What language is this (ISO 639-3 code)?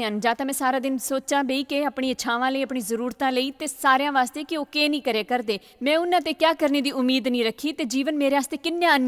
doi